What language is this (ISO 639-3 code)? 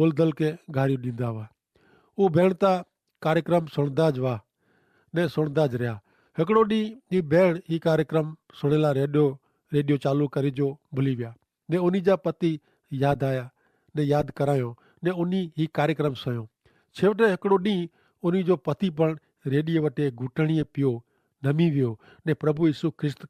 kfr